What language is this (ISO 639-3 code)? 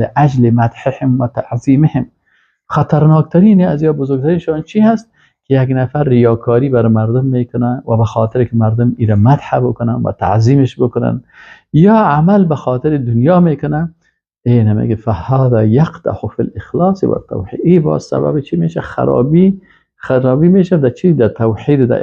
fas